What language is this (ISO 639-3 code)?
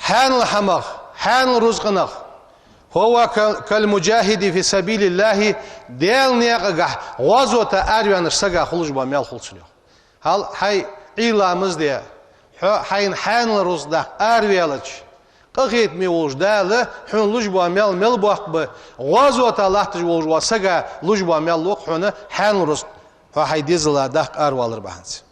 inh